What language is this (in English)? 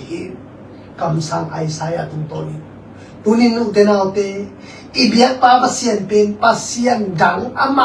Tedim Chin